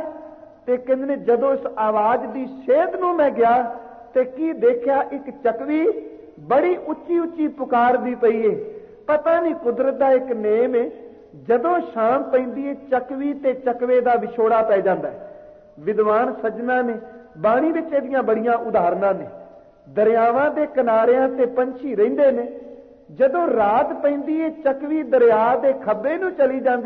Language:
Punjabi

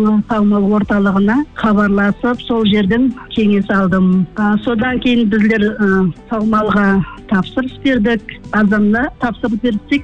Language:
Kazakh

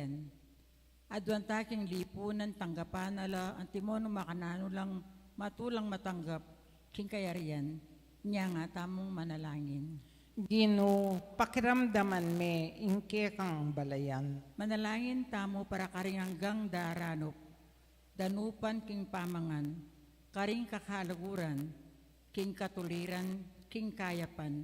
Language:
Pampanga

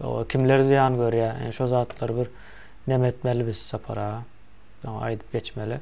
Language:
Turkmen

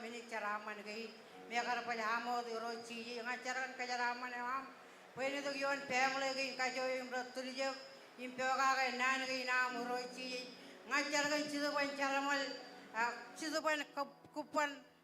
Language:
Marshallese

